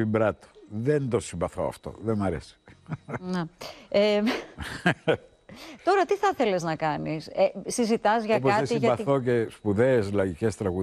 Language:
Greek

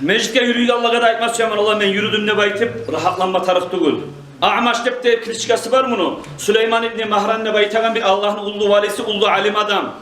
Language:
Kumyk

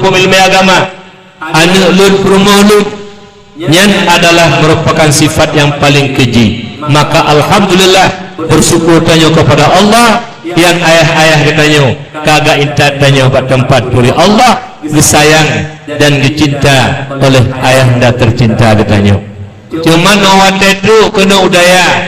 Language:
Achinese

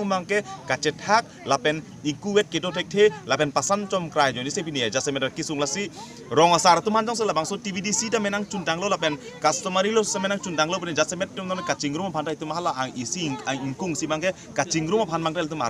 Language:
Karbi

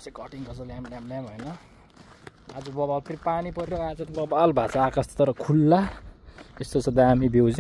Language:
Nepali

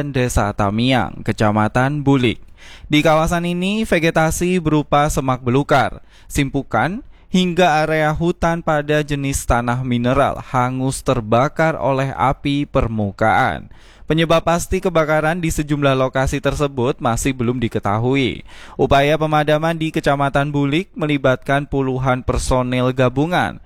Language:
Indonesian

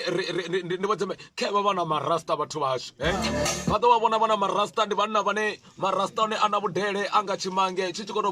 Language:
Venda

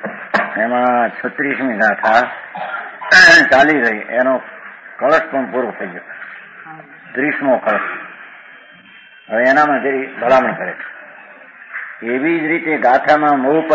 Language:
Gujarati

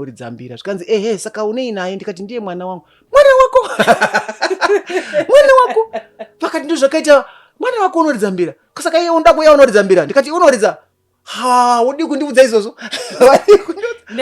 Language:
Shona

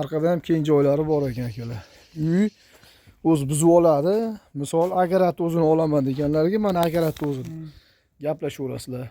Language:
Uzbek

